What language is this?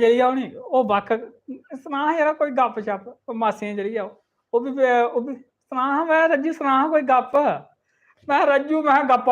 Dogri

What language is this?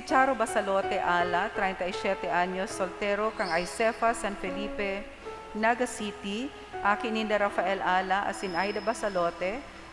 Bikol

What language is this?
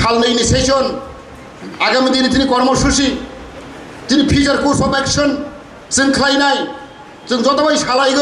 Kok Borok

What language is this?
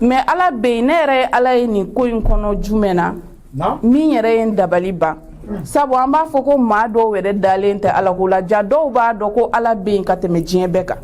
Bambara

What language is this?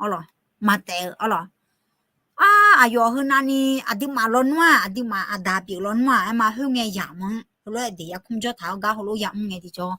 Akha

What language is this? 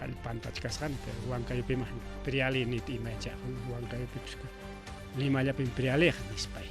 Ayacucho Quechua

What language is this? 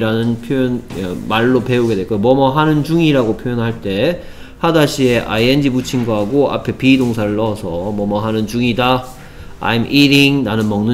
Korean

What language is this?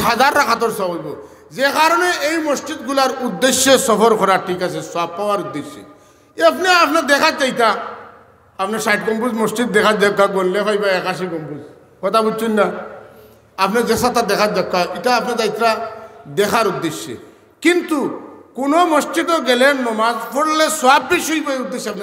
Sylheti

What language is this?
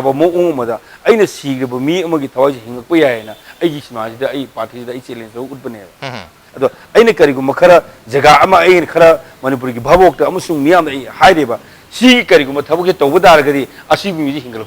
Manipuri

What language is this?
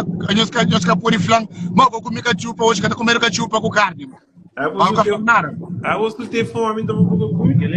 Kabuverdianu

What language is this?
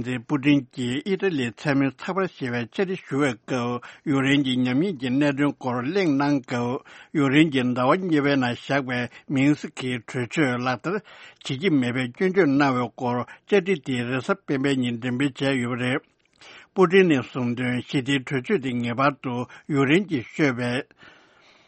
Tibetan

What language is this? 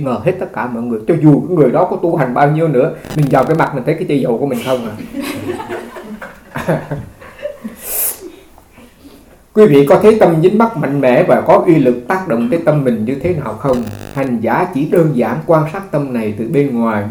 Vietnamese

